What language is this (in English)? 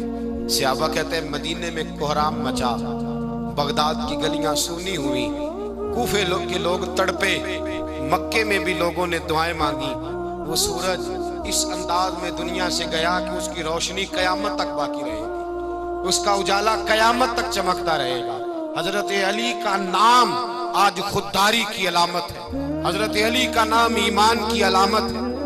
Urdu